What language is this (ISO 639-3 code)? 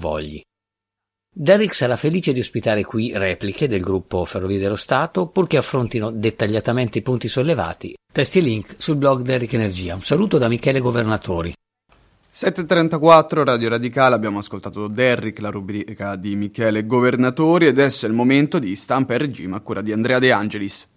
ita